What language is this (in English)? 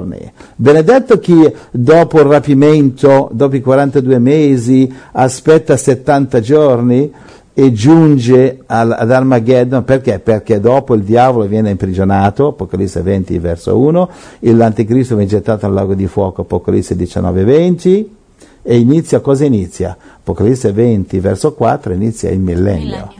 Italian